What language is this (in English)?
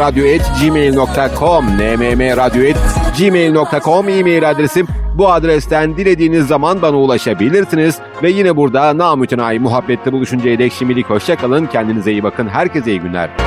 Turkish